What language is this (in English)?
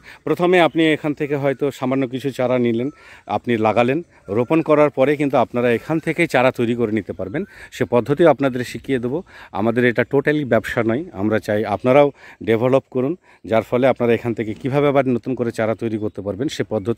Bangla